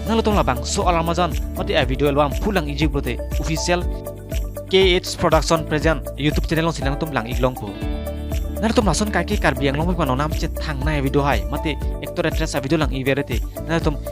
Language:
Karbi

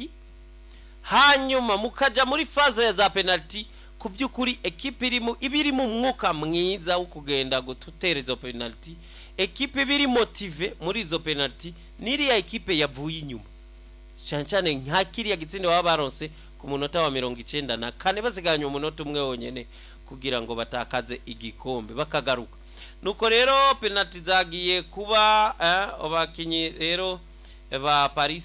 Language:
Rundi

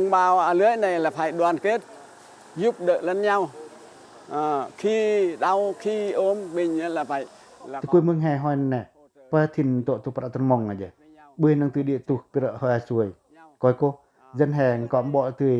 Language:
Pacoh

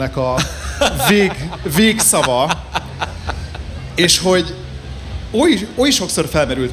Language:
Hungarian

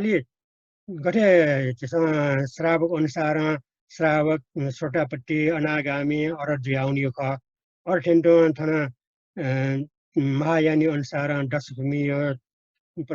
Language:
Newari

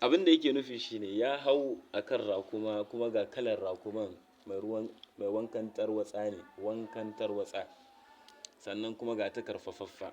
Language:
Hausa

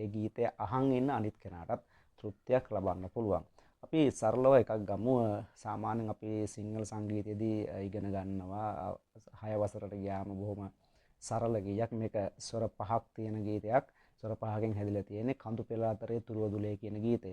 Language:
Sinhala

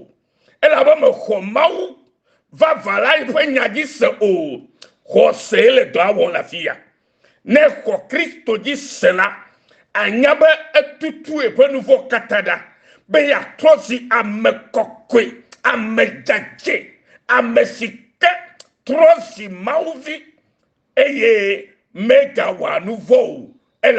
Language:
Ewe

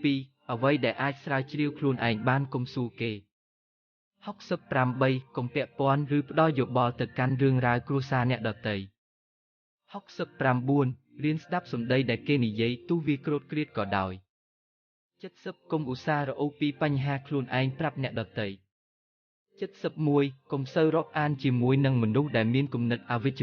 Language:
Khmer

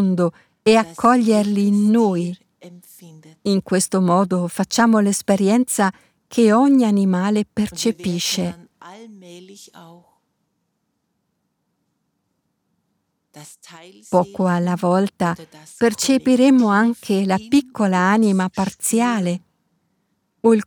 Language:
Italian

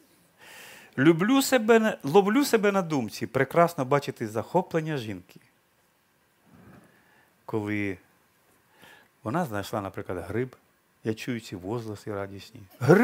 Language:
Ukrainian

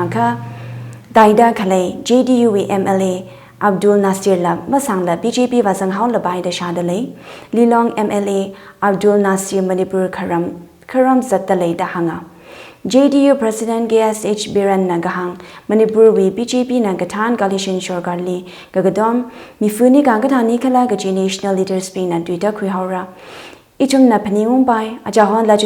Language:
Tangkhul Naga (India)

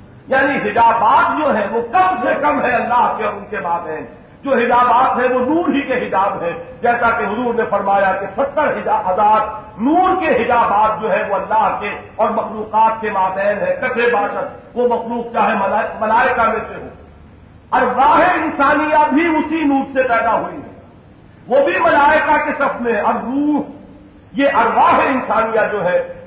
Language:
Urdu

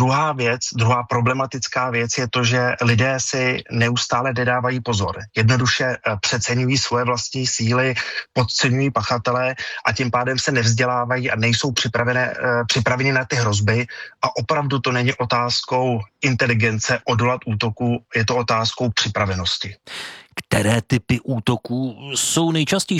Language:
Czech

